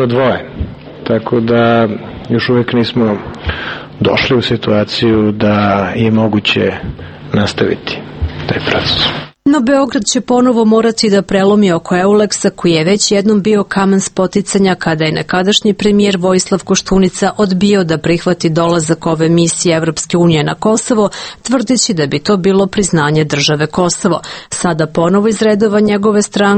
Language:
Serbian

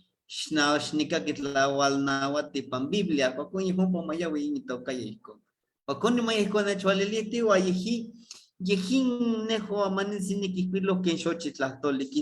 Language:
Eastern Huasteca Nahuatl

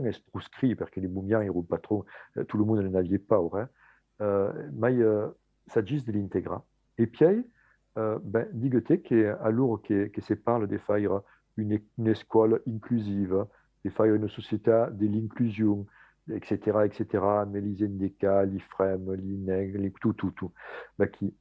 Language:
Occitan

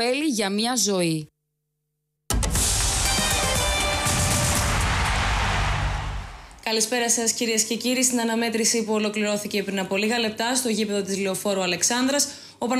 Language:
Greek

